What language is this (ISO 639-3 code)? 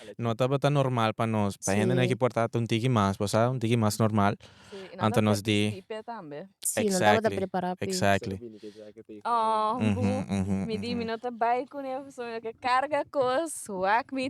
pap